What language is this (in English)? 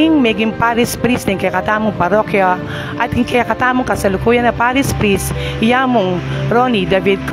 Pampanga